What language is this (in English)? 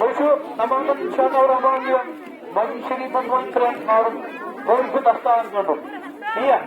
Kashmiri